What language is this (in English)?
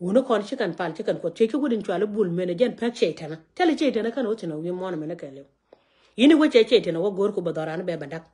Nuer